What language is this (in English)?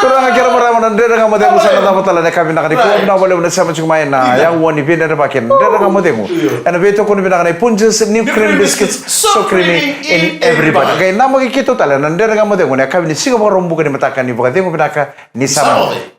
Fijian